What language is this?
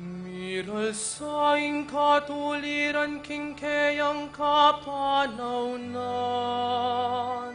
Pampanga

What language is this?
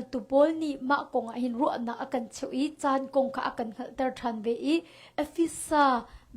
Hakha Chin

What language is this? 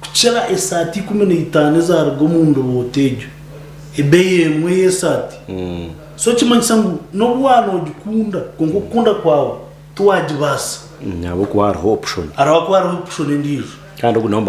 Nyankole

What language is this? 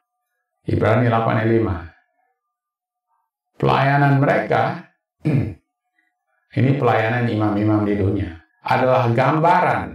Indonesian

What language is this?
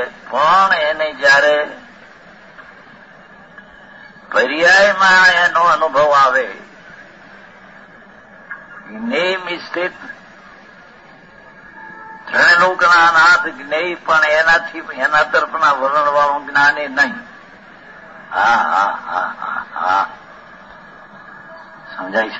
Gujarati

